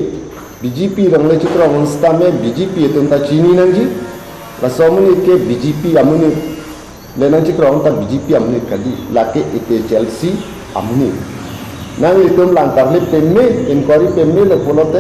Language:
Karbi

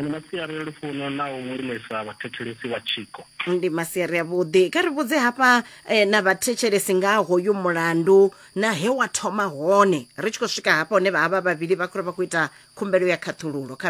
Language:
Venda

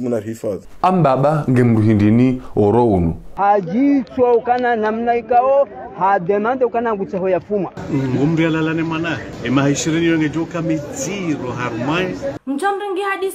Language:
Ngazidja Comorian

